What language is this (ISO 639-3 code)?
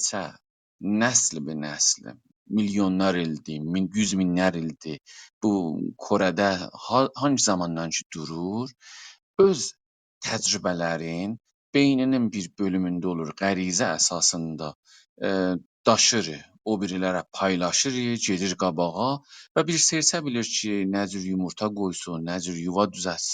azb